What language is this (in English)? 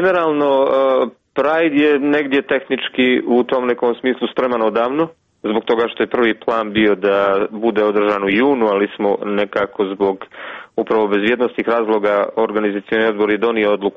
Serbian